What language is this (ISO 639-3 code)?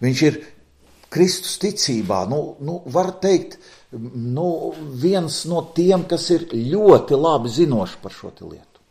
lav